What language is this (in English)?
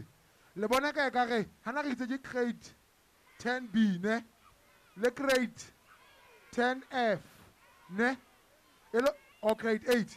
Southern Sotho